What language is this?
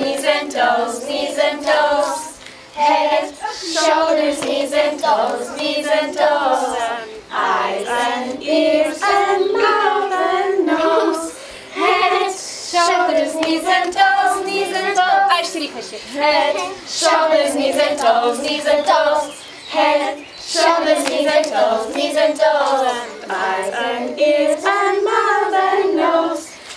Slovak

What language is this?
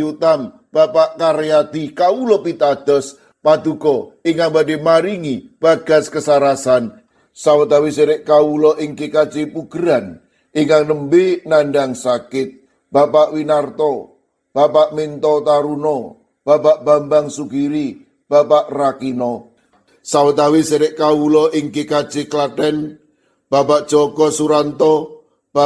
Javanese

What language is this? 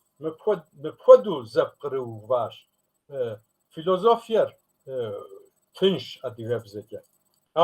Kabardian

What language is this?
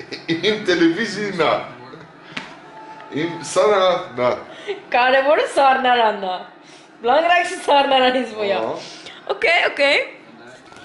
Dutch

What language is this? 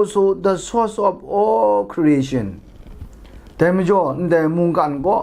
Kachin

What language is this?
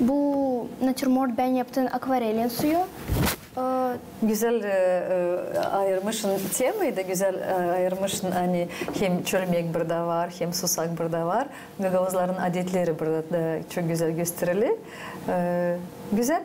Gagauz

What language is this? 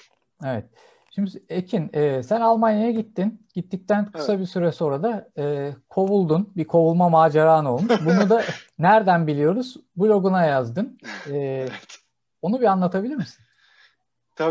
Turkish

